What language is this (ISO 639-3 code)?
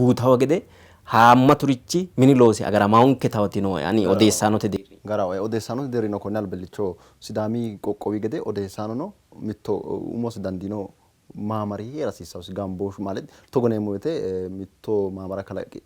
sid